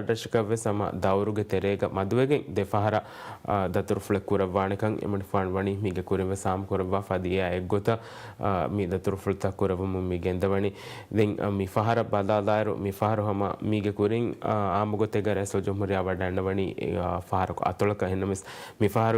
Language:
Divehi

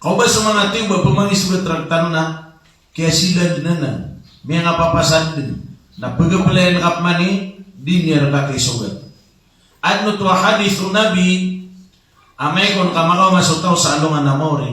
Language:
Maranao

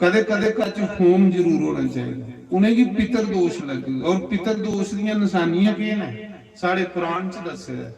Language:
Dogri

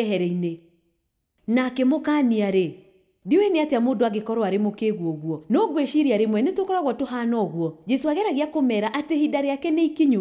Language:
Kikuyu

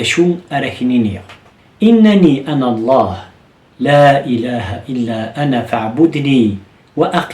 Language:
Kabyle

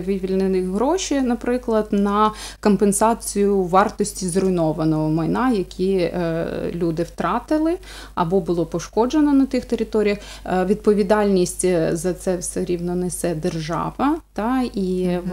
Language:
Ukrainian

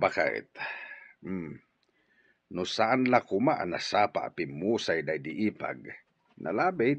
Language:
Iloko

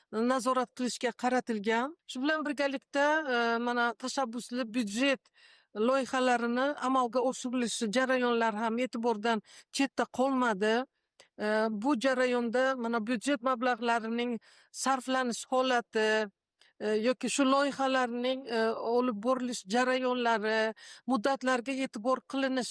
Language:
Uzbek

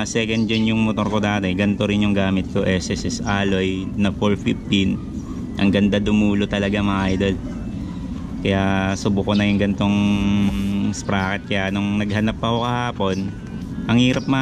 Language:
Filipino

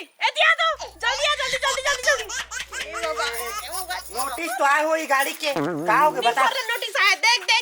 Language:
Chhattisgarhi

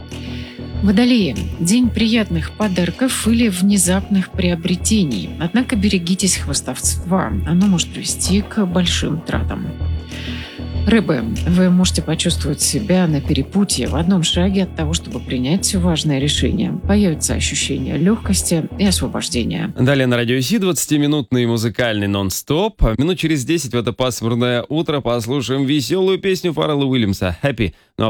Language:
Russian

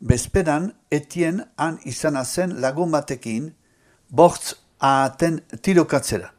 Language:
Basque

